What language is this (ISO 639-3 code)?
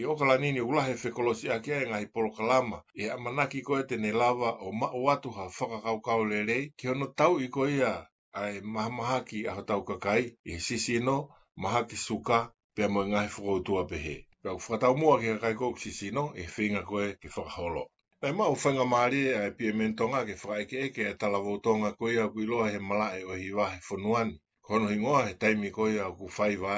ton